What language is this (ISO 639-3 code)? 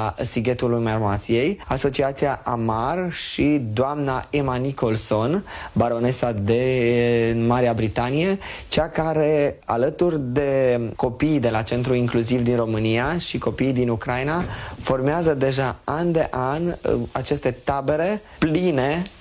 ron